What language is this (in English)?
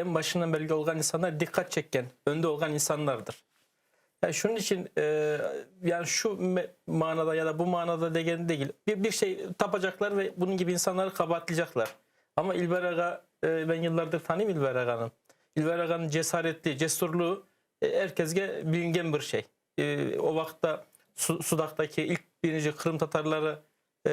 Crimean Tatar